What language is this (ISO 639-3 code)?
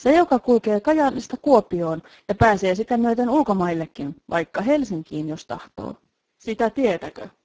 fin